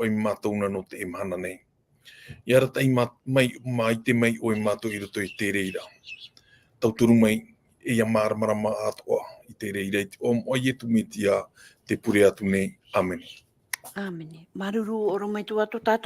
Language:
Tahitian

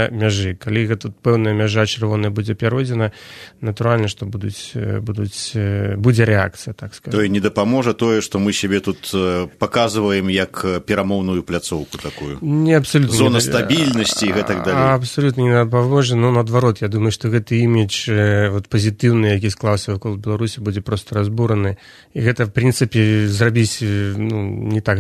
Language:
Belarusian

